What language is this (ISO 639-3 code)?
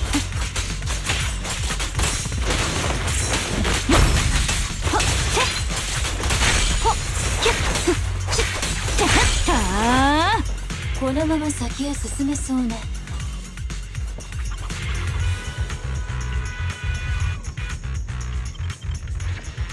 jpn